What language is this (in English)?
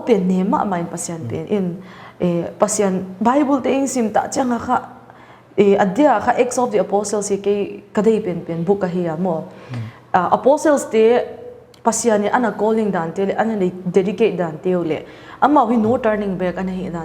Paite Chin